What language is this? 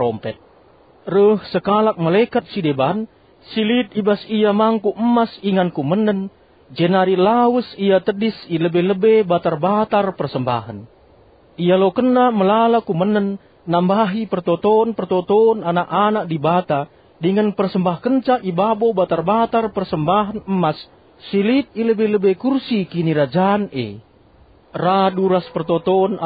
Batak Karo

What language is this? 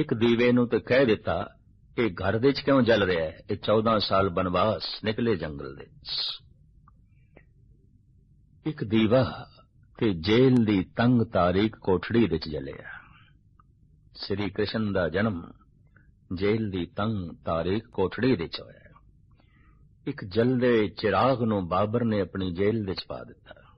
Punjabi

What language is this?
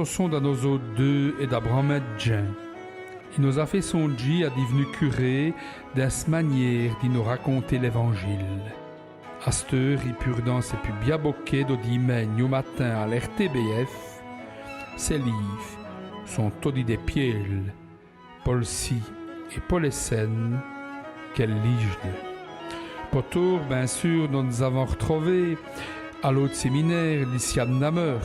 Walloon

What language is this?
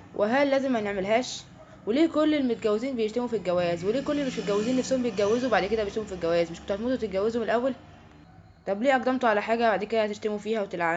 Egyptian Arabic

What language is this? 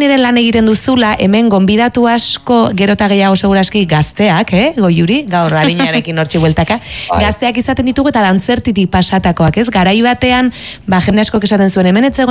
Basque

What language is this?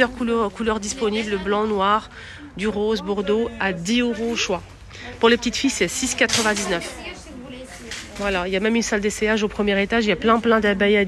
French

